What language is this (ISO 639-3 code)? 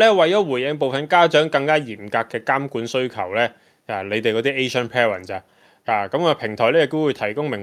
yue